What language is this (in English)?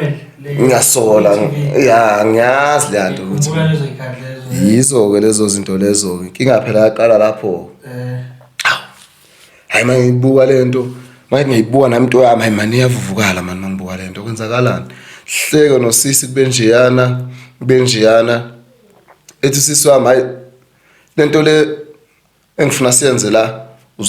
Zulu